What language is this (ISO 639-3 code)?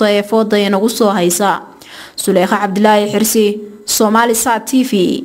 som